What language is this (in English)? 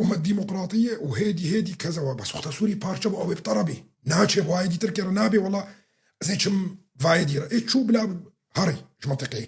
Kurdish